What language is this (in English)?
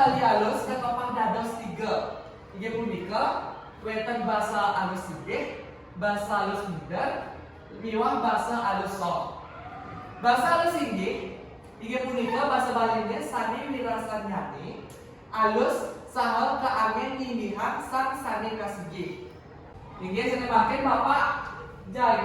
Balinese